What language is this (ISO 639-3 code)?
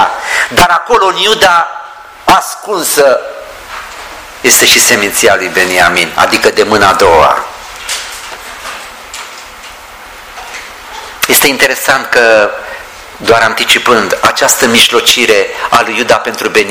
ron